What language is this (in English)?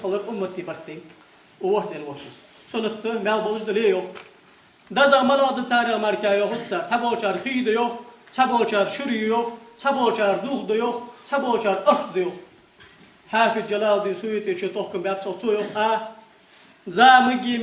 Ingush